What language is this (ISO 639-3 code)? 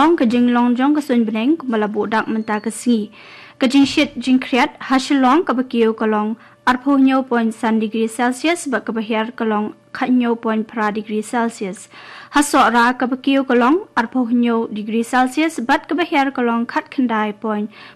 kha